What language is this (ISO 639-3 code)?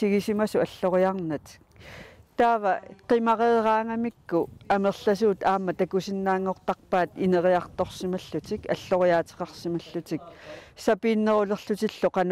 kal